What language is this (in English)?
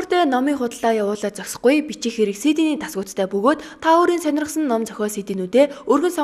Mongolian